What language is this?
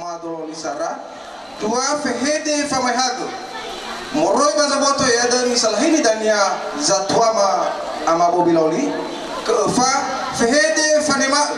Nias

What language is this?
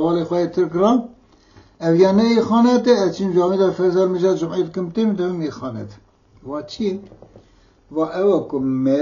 Kurdish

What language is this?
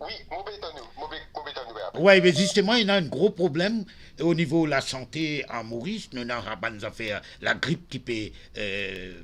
Morisyen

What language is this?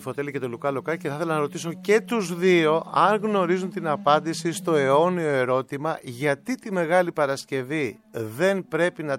Greek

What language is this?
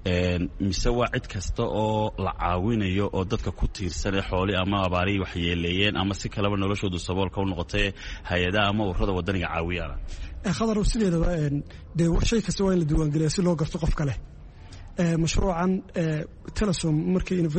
Somali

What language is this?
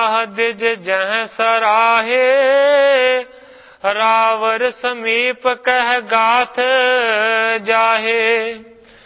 Punjabi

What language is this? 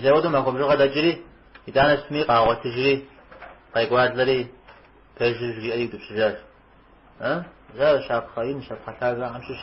Kabardian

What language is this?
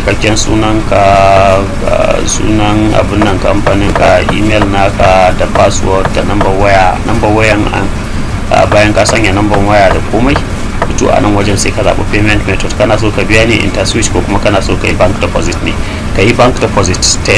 Hausa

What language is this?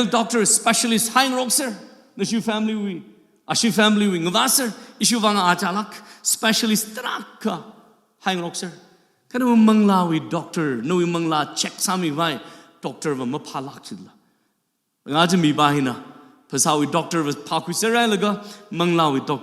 Tangkhul Naga (India)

